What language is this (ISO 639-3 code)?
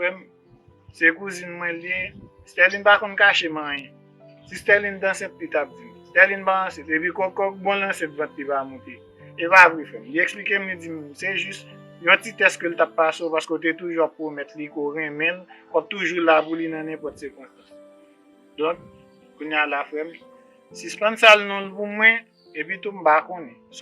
hat